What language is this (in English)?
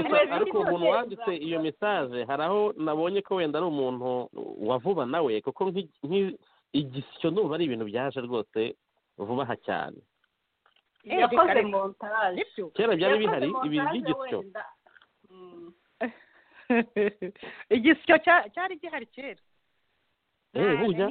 Kinyarwanda